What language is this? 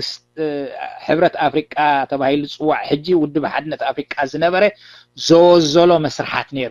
Tigrinya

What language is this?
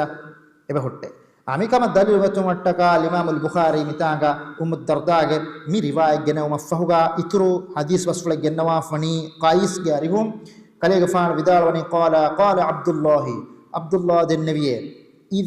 Divehi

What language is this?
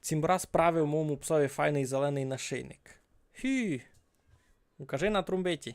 Rusyn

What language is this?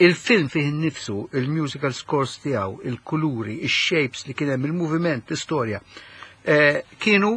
Maltese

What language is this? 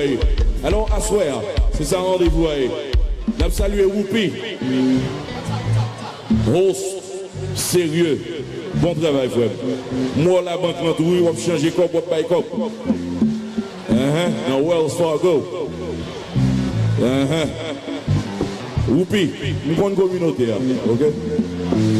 Haitian Creole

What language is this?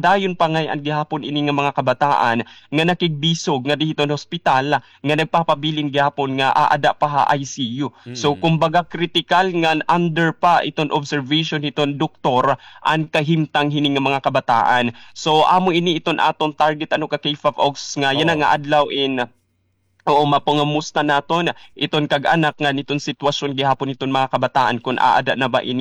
Waray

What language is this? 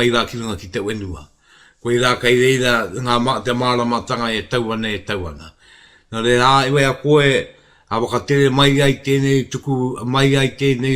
Māori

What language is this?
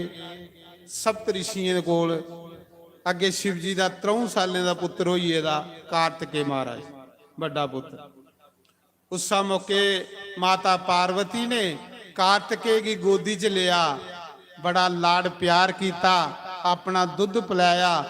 Dogri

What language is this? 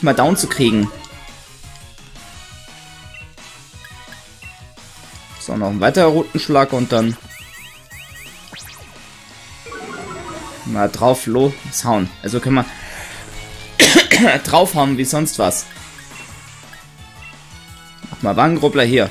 German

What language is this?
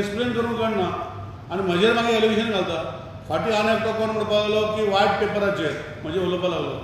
Konkani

